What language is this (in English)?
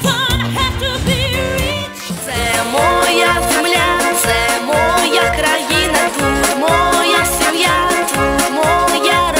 Ukrainian